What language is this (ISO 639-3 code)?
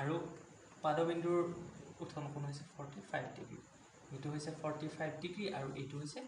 asm